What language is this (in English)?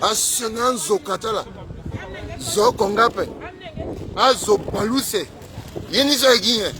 Sango